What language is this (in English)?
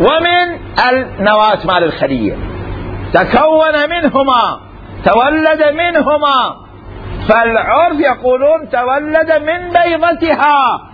Mesopotamian Arabic